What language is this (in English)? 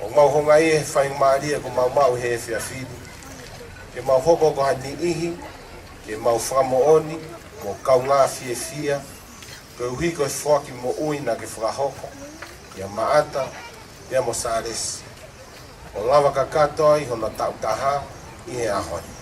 Tongan